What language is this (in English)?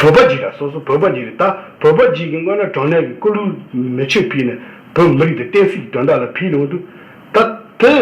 Tibetan